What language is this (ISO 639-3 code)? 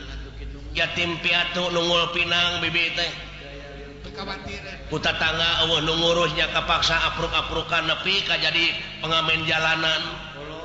sun